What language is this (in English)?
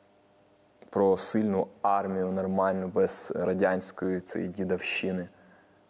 Ukrainian